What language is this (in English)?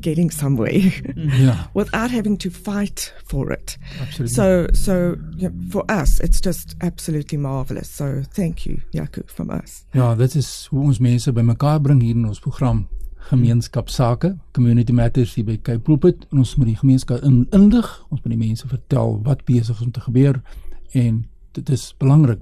Afrikaans